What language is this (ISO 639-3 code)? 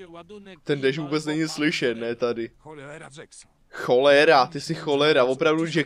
ces